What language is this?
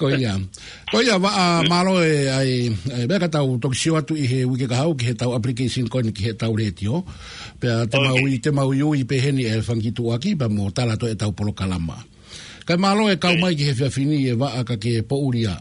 Tongan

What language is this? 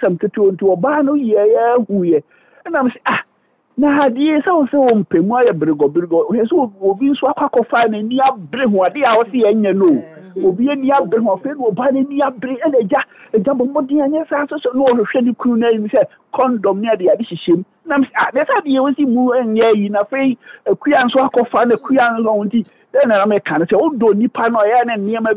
Akan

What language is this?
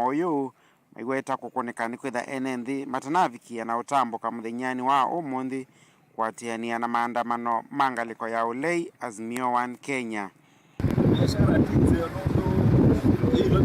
Kamba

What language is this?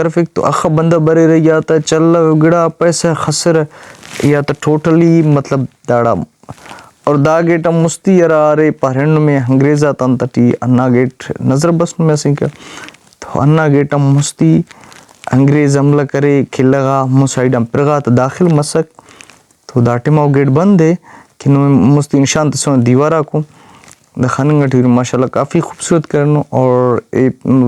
Brahui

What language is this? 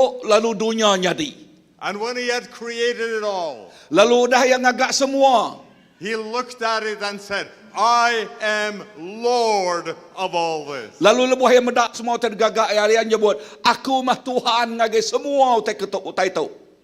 Iban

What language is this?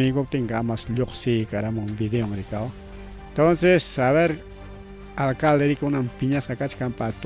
Ayacucho Quechua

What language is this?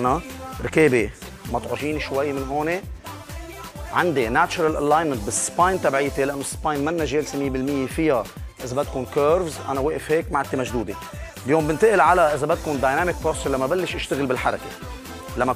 North Levantine Arabic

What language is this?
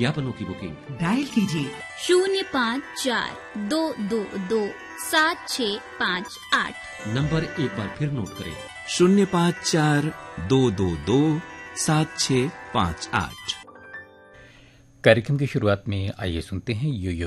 Hindi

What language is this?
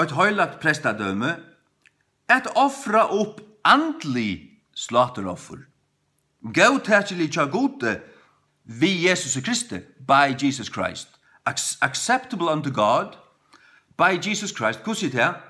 Faroese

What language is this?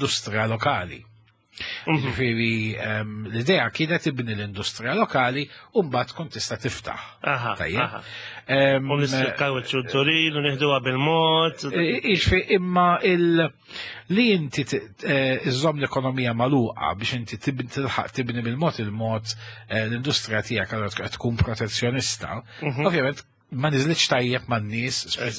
Maltese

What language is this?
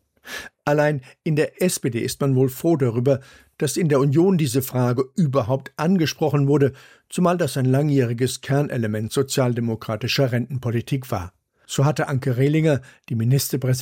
German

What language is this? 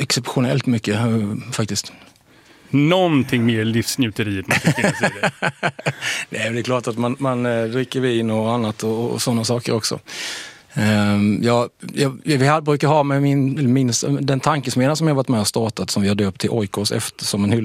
Swedish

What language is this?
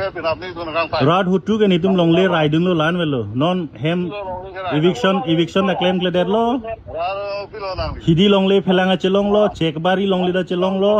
Karbi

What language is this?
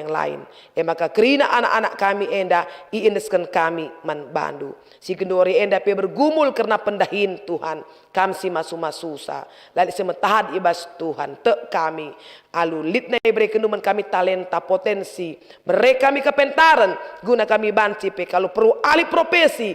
Batak Karo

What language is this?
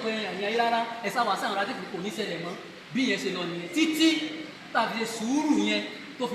Yoruba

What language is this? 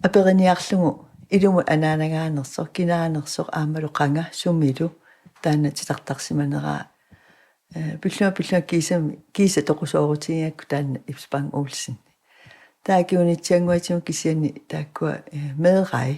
Kalaallisut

